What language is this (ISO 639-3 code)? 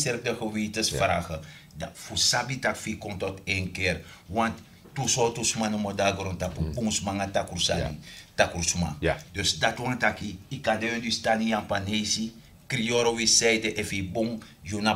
srn